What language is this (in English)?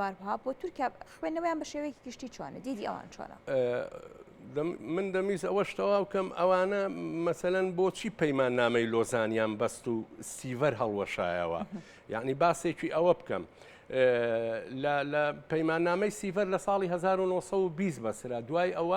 Central Kurdish